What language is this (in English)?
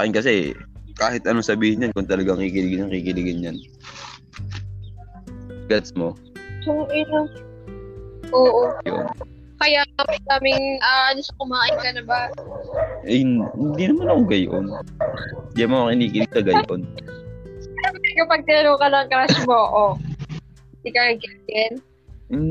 Filipino